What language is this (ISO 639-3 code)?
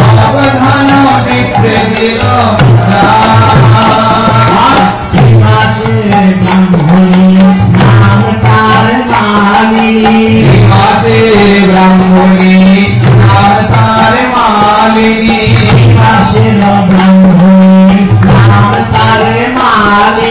ben